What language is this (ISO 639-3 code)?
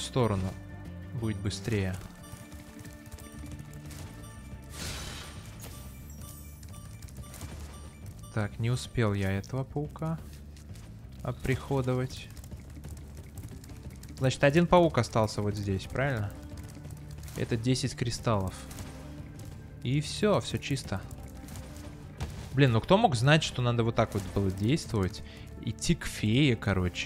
rus